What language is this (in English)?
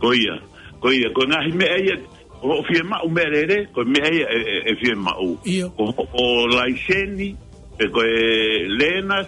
Tongan